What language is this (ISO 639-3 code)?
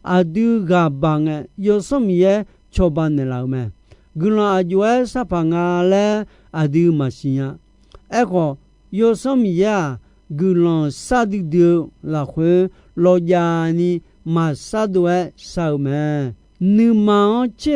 ahk